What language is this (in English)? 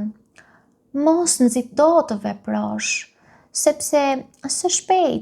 Albanian